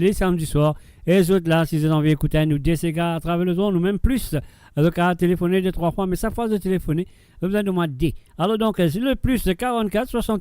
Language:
Morisyen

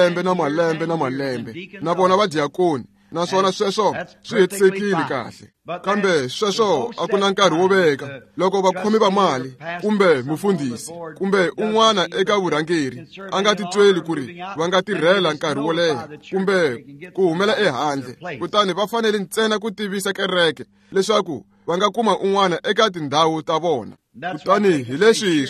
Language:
Tsonga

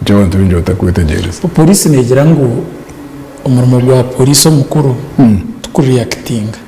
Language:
Nyankole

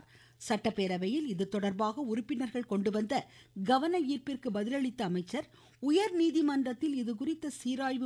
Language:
Tamil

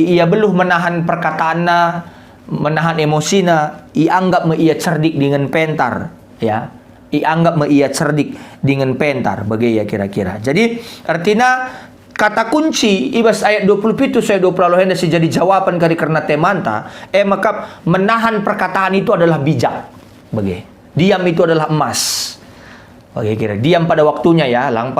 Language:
Batak Karo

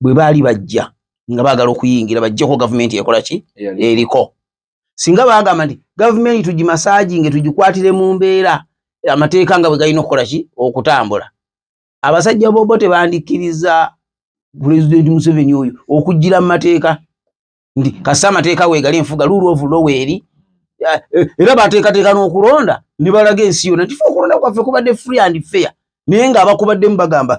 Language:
Ganda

